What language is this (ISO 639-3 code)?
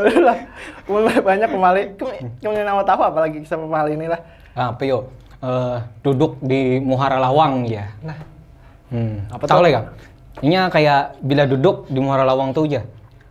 bjn